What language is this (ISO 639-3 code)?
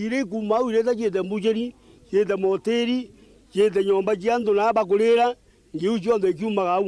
mer